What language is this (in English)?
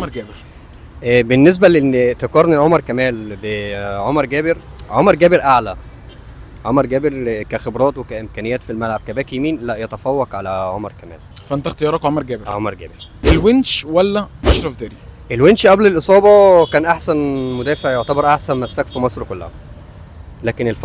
Egyptian Arabic